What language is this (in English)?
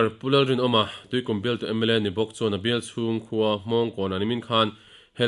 Mizo